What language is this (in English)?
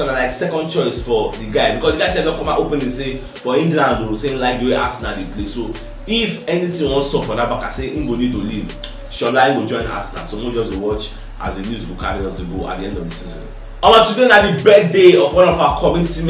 Nigerian Pidgin